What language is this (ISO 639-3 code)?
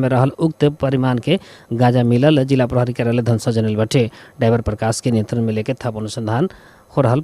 bho